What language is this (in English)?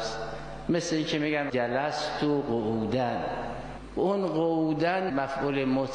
Persian